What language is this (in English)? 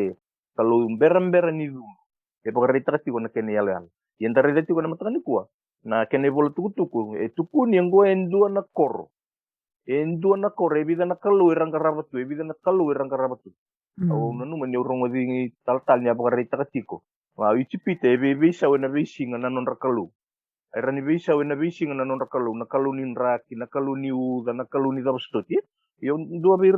Fijian